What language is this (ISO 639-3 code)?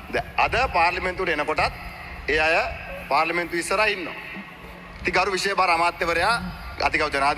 sin